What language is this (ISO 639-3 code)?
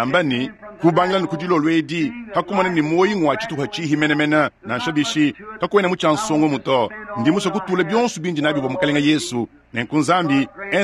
lua